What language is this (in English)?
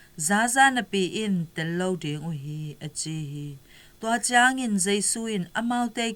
Tedim Chin